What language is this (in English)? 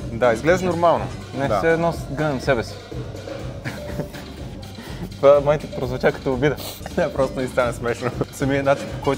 Bulgarian